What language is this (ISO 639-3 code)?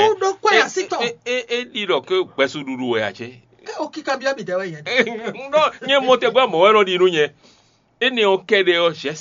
fon